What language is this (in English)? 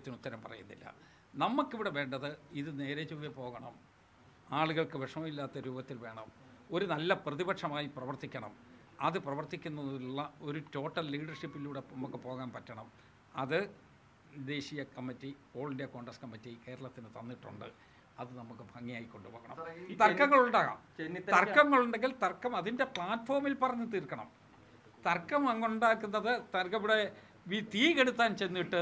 Malayalam